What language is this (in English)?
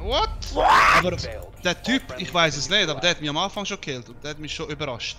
Swiss German